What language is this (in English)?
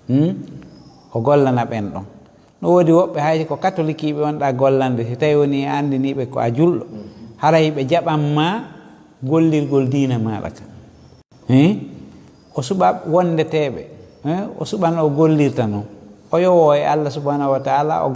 Fula